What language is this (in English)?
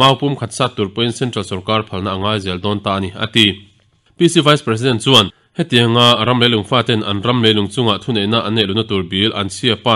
Mizo